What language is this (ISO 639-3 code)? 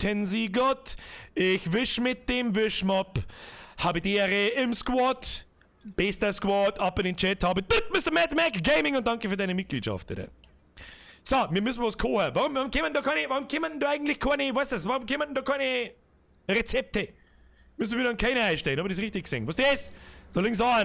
bar